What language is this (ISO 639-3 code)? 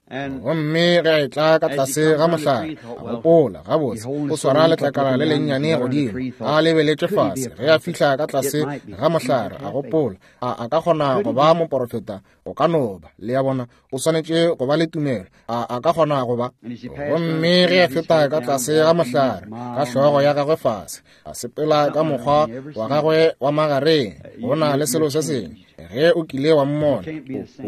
nso